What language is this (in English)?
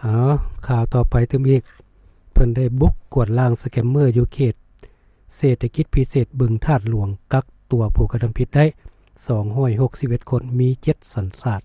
Lao